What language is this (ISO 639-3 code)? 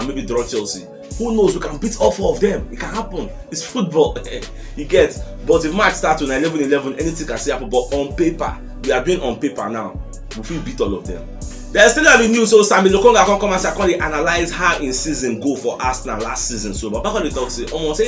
pcm